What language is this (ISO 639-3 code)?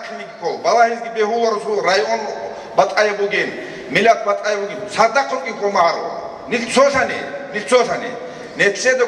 ava